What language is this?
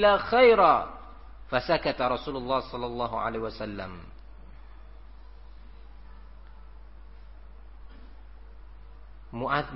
Indonesian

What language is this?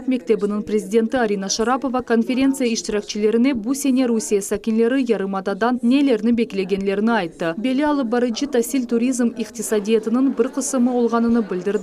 Crimean Tatar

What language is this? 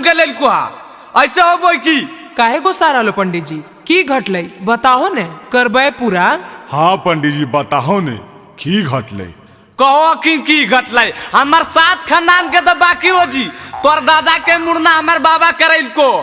Magahi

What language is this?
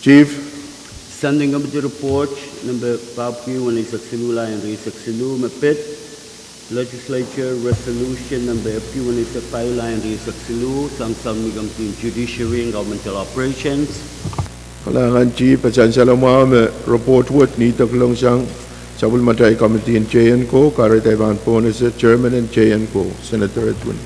Pohnpeian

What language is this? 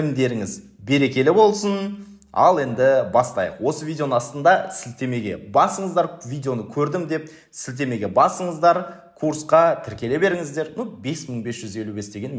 Kazakh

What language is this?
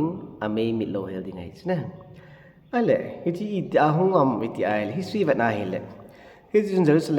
Thado Chin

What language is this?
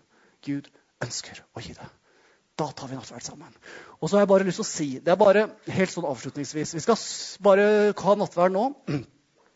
Norwegian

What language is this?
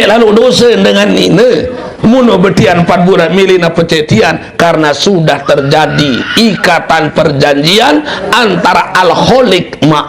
Sasak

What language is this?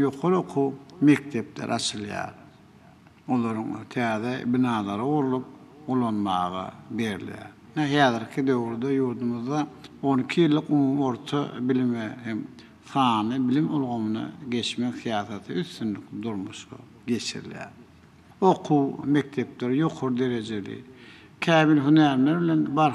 Turkmen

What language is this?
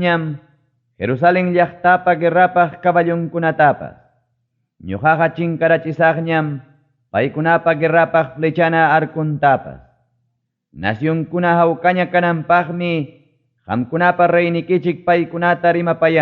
Ayacucho Quechua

